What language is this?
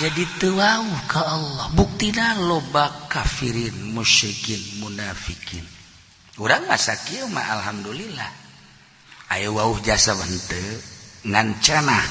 Sundanese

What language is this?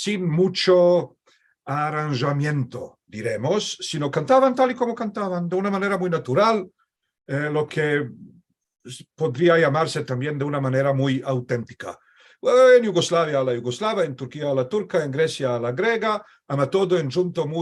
Ladino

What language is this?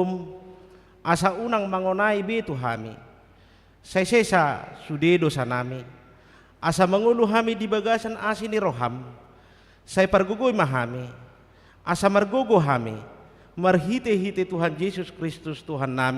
Batak Toba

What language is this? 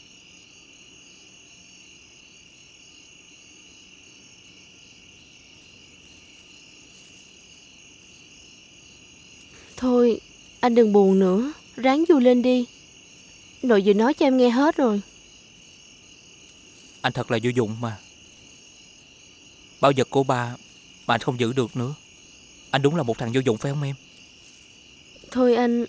Vietnamese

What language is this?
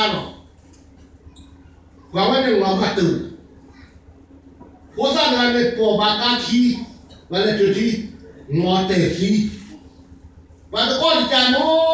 S'gaw Karen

